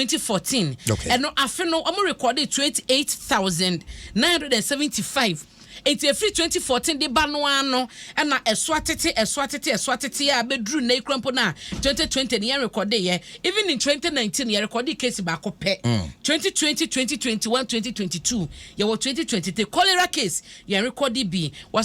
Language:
Akan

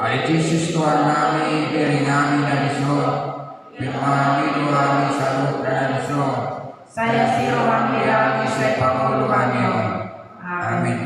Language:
Batak Toba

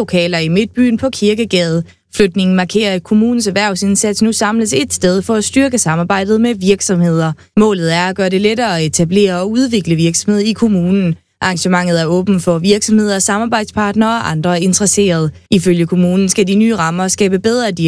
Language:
Danish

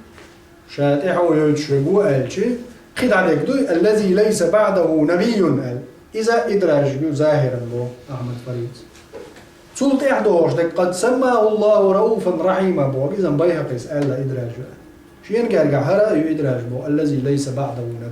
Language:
Chechen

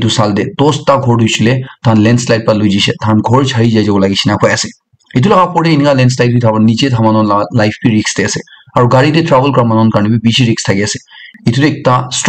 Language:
Naga Pidgin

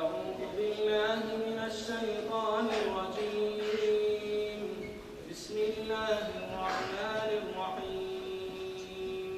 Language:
Kumyk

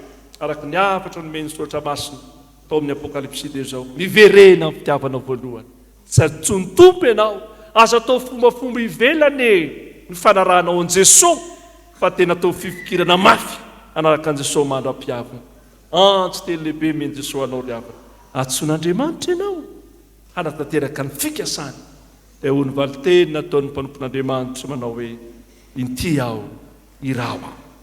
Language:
Malagasy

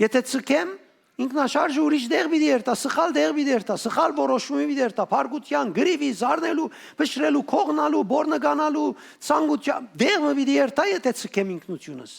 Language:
Western Armenian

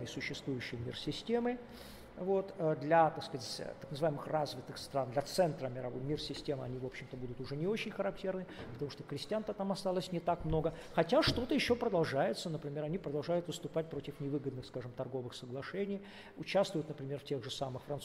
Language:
Russian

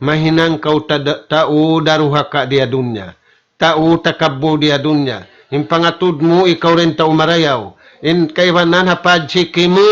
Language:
Tausug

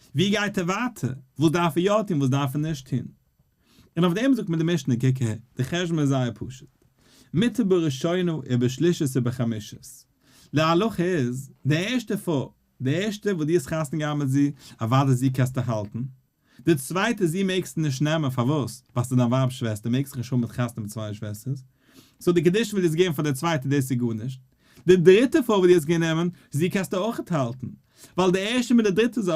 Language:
Yiddish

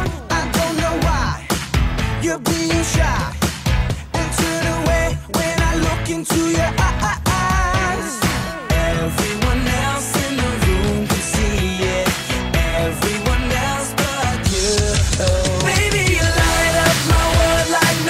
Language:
English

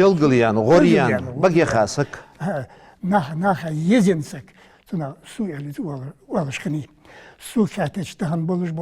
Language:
Ingush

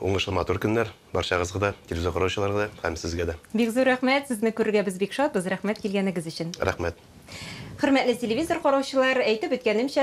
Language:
Tatar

